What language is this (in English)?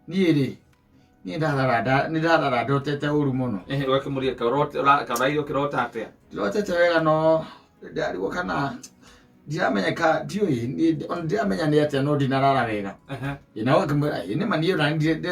Kikuyu